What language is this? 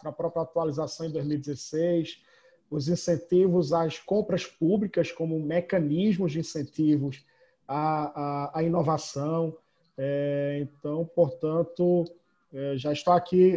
Portuguese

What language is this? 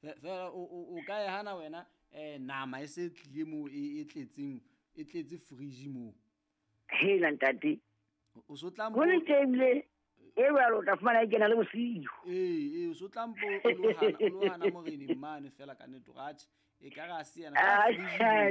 Southern Sotho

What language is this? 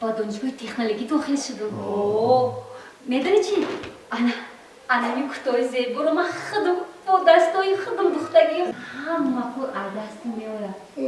Tajik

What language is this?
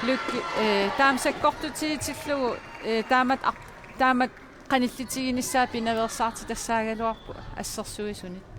Kalaallisut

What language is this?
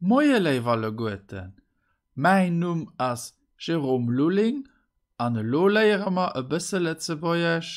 Luxembourgish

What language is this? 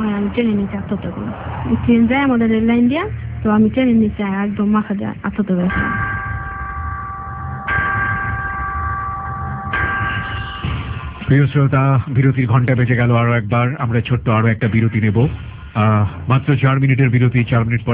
Bangla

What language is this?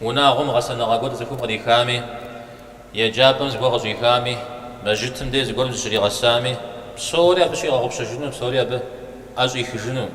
Kabardian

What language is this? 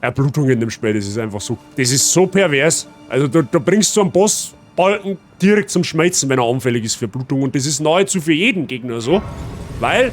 Bavarian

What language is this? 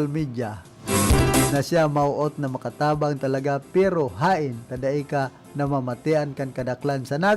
Bikol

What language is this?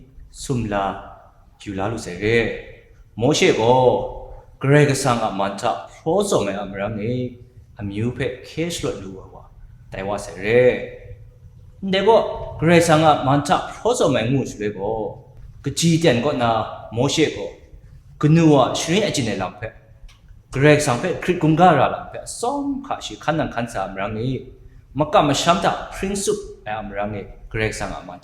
Kachin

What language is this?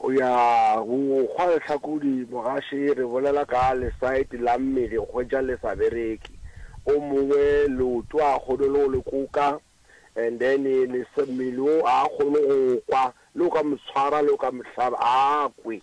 Northern Sotho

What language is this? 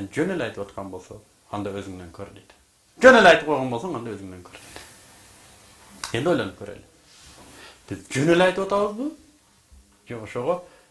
Kyrgyz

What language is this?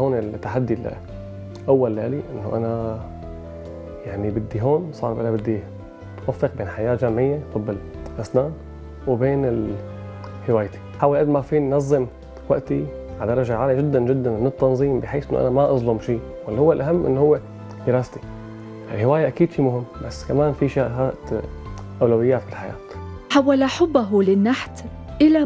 North Levantine Arabic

